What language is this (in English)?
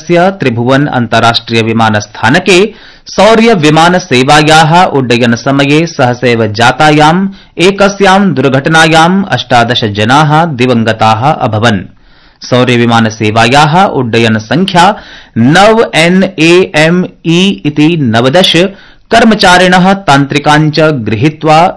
Sanskrit